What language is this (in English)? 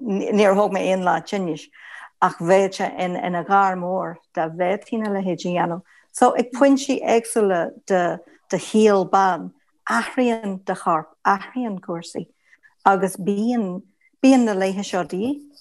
Irish